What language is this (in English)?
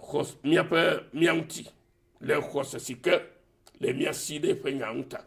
Ewe